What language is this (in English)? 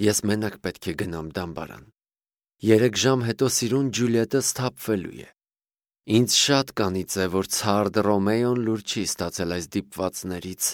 Armenian